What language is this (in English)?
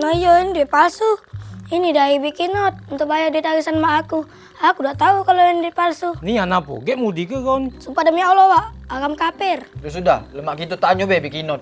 Musi